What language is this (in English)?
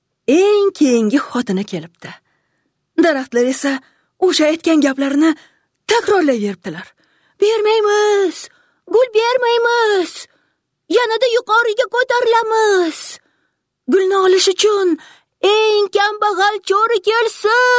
Uzbek